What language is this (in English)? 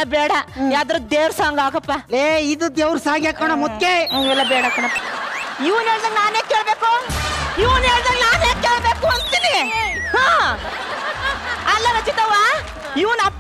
Kannada